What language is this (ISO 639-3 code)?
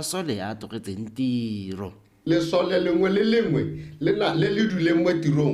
tsn